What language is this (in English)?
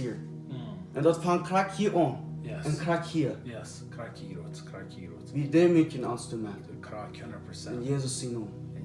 Plautdietsch